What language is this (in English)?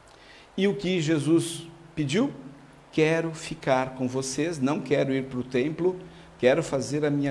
Portuguese